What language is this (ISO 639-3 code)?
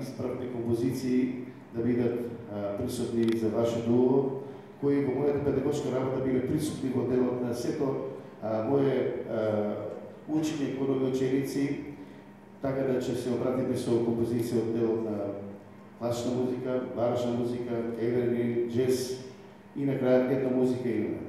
mkd